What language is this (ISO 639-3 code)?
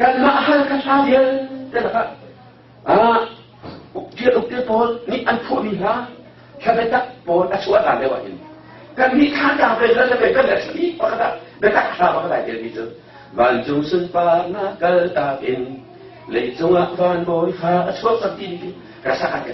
cnh